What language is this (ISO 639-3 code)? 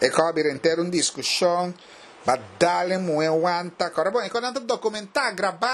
pap